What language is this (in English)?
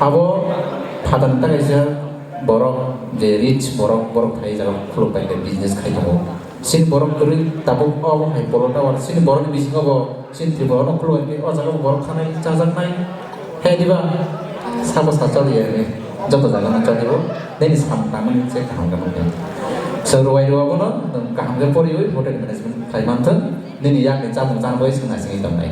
Kok Borok